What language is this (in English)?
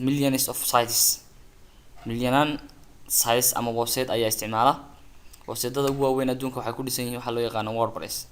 Somali